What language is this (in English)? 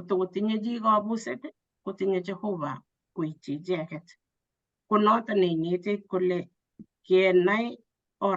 Kalenjin